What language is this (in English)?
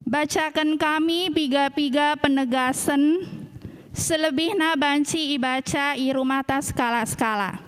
Batak Karo